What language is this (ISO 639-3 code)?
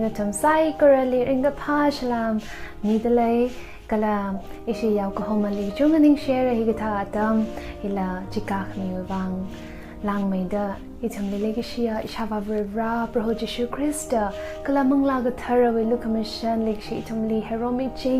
nmf